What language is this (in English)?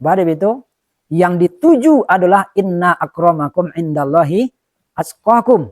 Minangkabau